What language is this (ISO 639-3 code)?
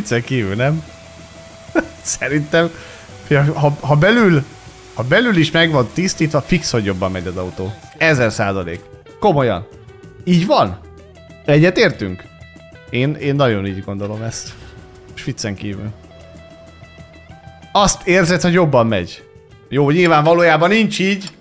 hun